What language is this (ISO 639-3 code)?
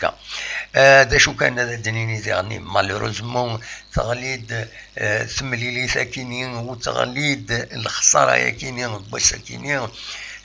kab